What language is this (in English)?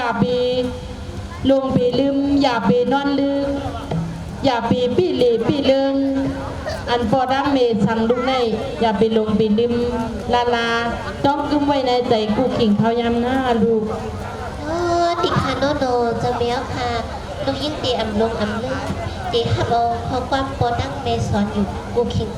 Shan